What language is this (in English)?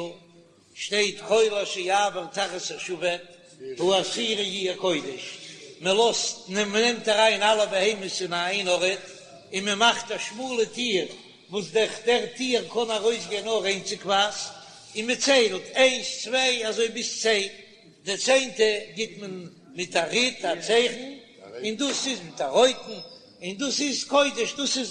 Yiddish